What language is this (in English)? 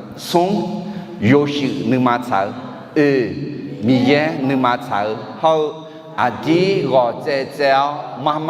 Akha